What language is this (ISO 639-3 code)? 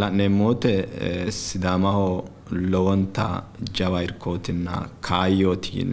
sid